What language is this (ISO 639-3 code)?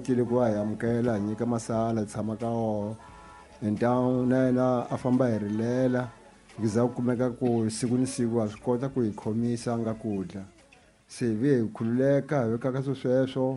tso